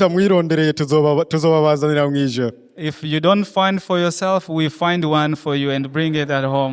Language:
Rundi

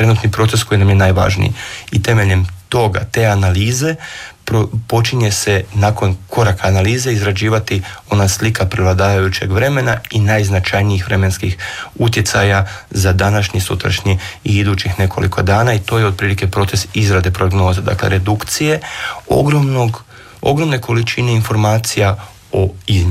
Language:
Croatian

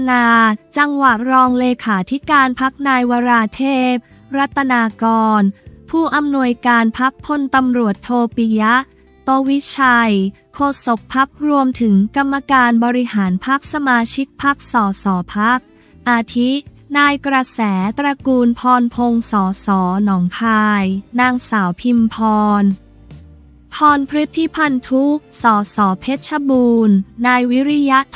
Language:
Thai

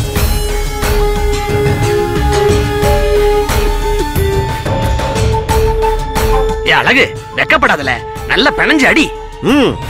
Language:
Tamil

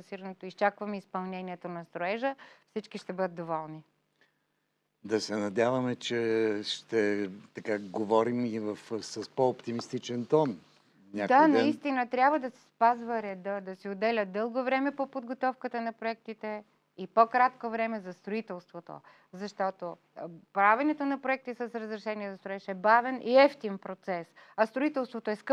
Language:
Bulgarian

